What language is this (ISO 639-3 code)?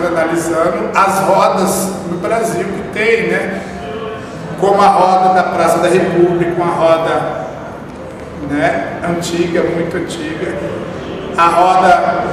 por